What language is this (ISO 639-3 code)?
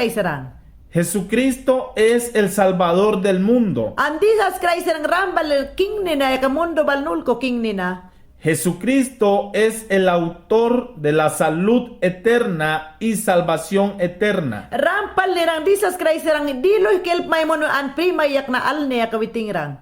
yan